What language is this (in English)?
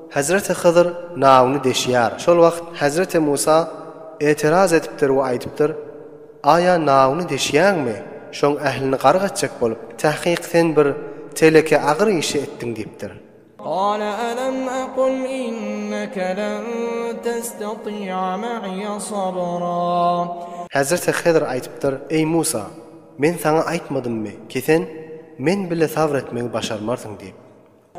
Turkmen